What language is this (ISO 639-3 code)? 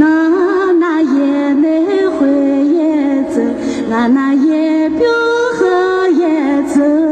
ahk